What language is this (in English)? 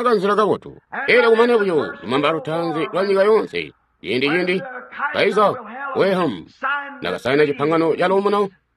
Tonga (Zambia)